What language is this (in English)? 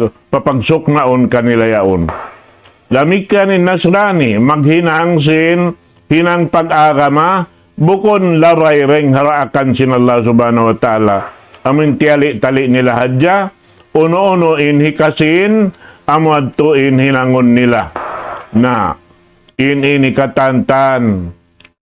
Tausug